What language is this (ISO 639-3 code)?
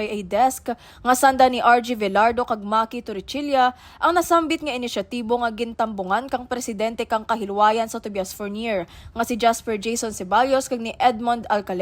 krj